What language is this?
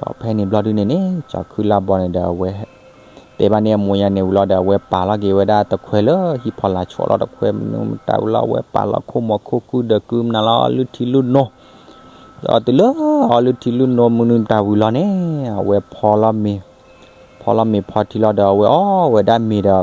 S'gaw Karen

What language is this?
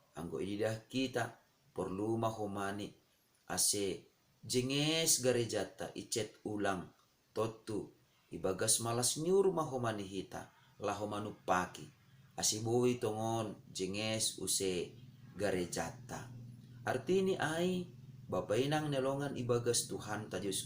Batak Simalungun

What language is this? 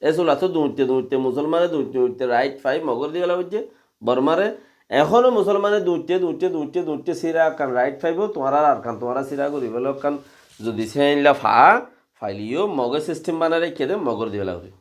Rohingya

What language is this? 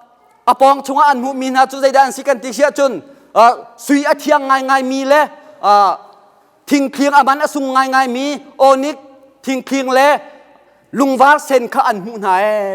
Hakha Chin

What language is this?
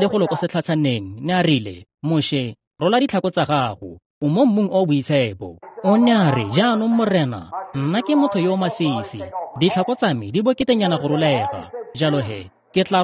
Tswana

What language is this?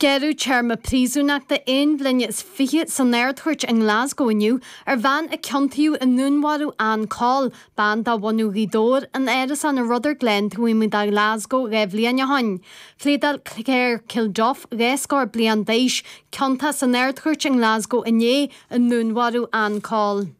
Irish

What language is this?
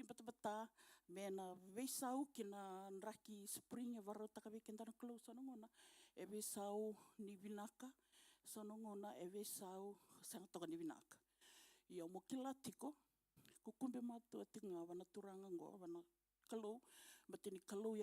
Fijian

